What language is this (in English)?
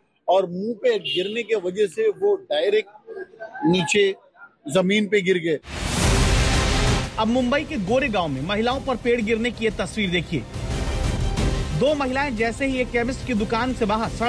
Hindi